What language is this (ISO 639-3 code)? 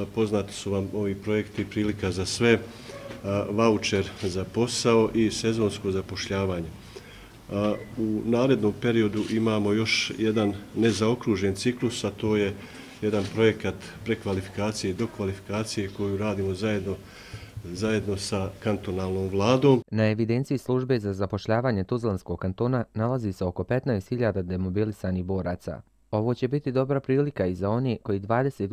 bos